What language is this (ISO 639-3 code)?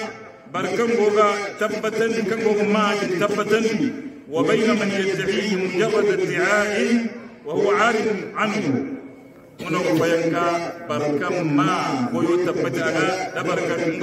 hau